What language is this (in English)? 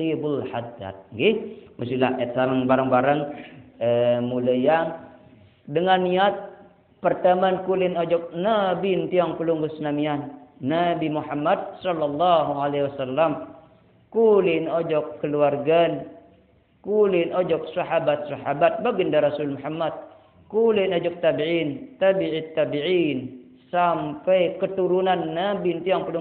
Sasak